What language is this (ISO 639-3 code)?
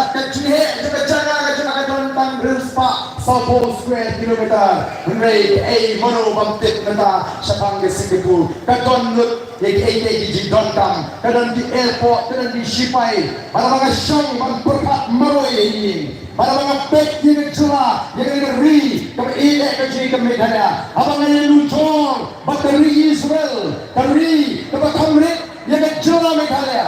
kha